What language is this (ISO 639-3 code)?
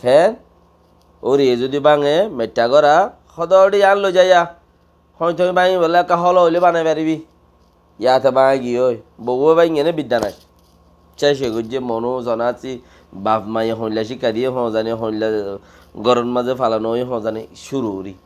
rhg